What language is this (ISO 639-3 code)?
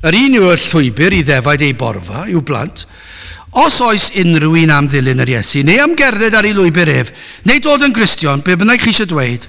cym